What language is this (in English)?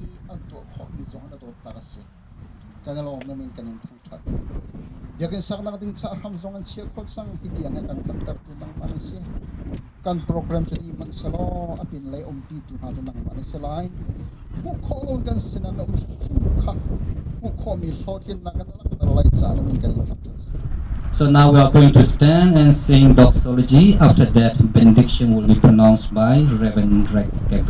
Hakha Chin